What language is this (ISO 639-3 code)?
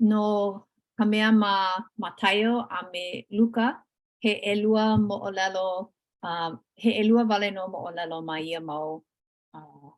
haw